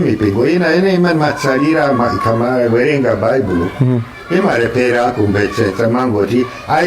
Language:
Nyanja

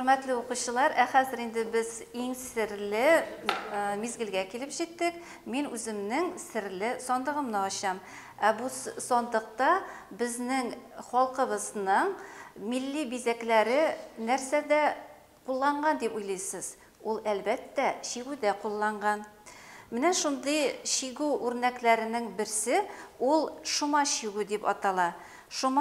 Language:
Bashkir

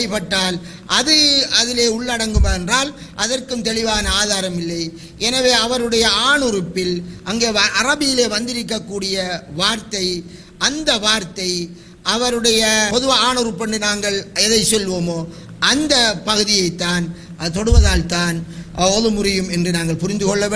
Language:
Tamil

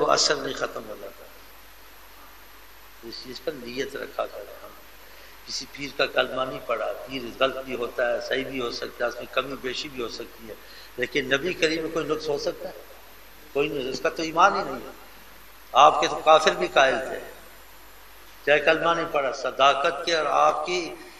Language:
Urdu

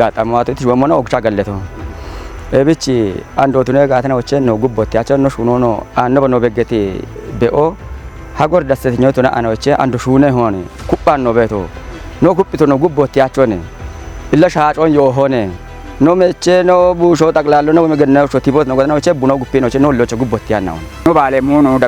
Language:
Kafa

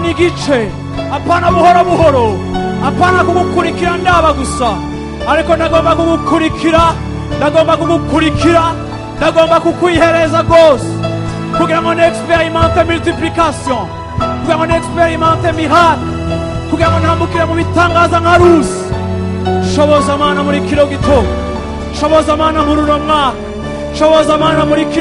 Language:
Rundi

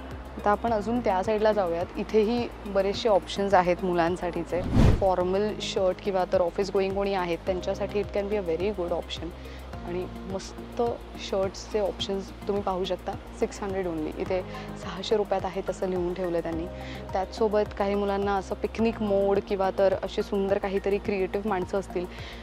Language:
Marathi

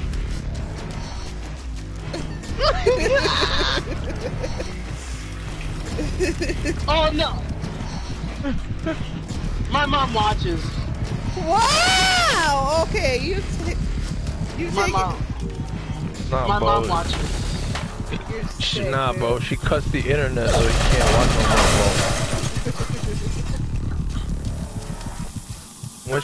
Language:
English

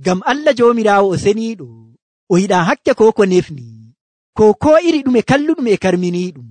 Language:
Nigerian Fulfulde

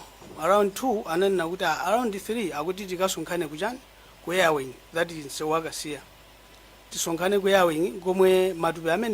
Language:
Nyanja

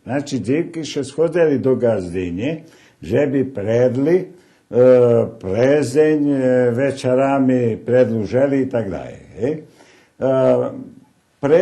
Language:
Rusyn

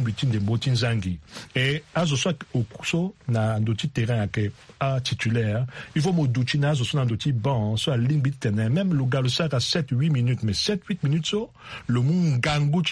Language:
Sango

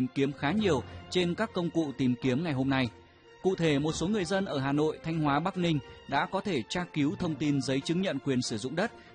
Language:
Vietnamese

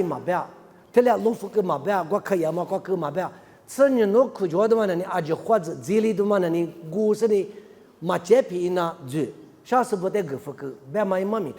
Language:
Lisu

